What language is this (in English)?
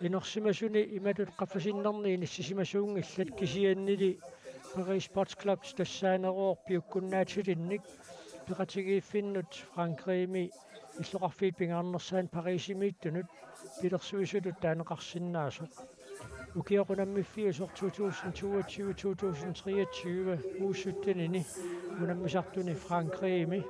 Kalaallisut